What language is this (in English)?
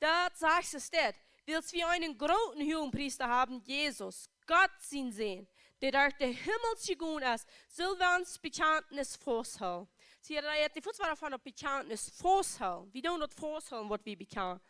Plautdietsch